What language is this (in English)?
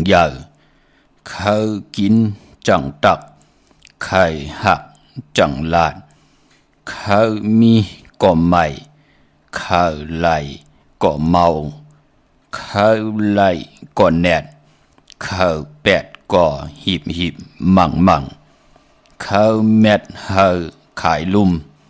Shan